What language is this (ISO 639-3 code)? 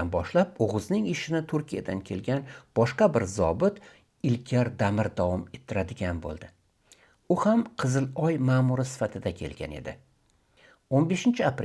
uzb